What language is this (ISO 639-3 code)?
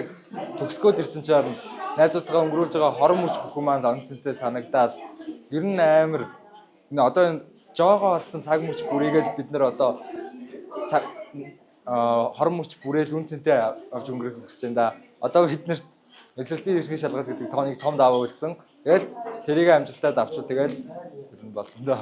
mon